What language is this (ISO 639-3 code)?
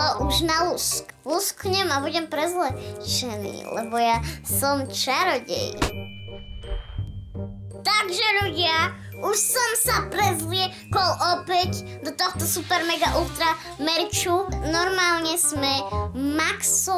slk